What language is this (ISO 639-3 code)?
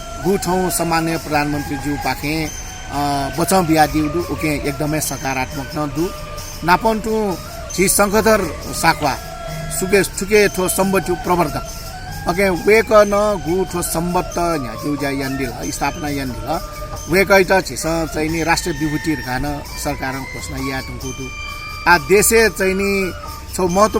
new